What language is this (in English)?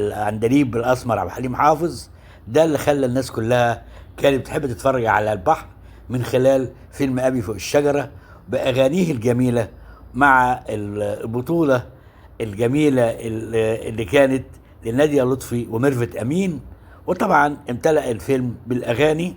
Egyptian Arabic